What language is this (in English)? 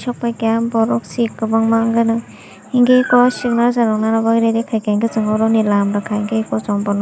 Kok Borok